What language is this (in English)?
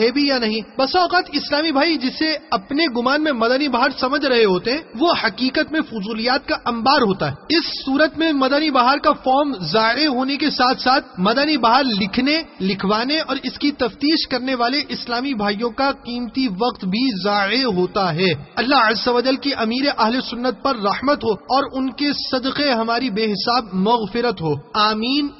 Urdu